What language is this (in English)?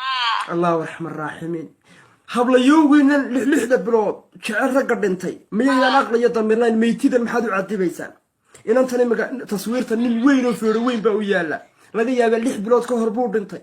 Somali